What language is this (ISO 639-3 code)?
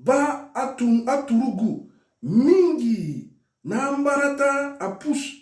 sag